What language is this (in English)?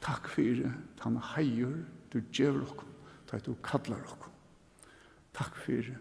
Faroese